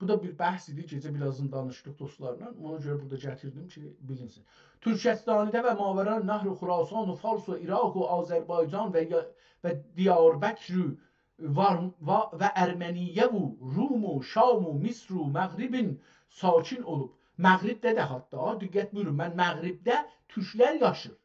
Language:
South Azerbaijani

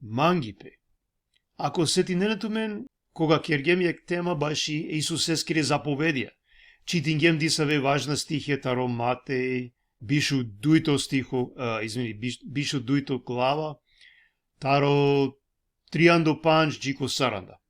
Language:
Balkan Romani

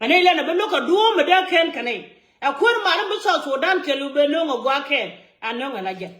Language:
Nuer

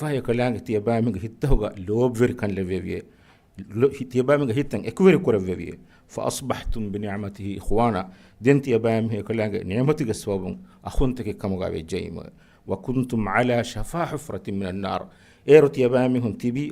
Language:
Divehi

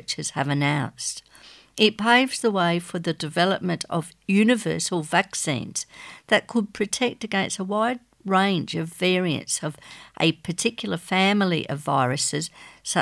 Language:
English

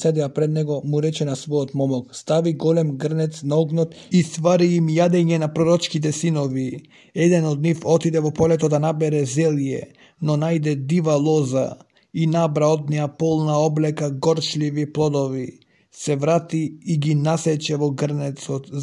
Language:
Macedonian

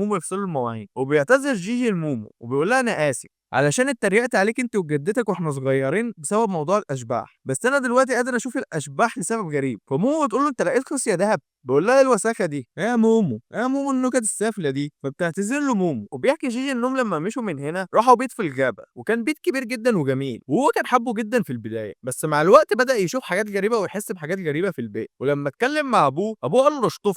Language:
Egyptian Arabic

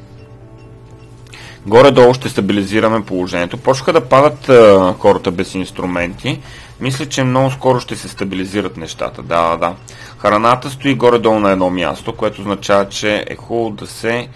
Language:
Bulgarian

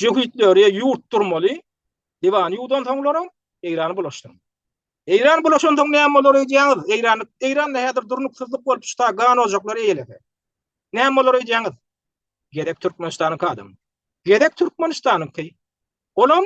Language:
Turkmen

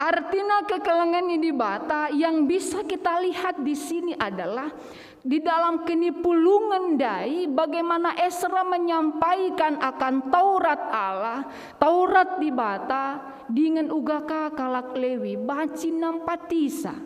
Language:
Batak Karo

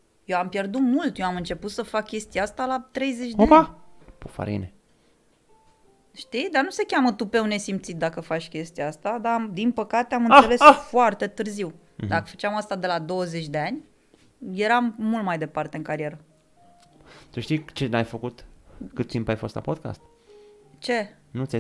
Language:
Romanian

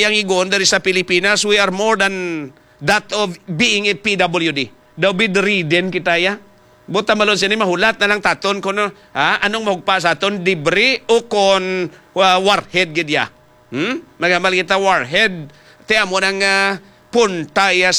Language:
Hiligaynon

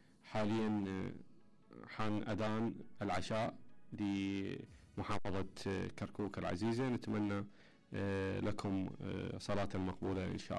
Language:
Mesopotamian Arabic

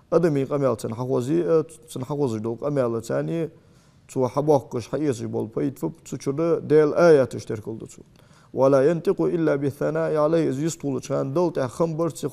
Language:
Ingush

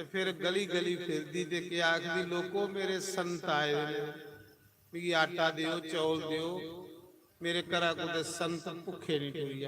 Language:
Dogri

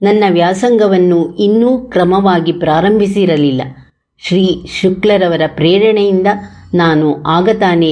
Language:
Kannada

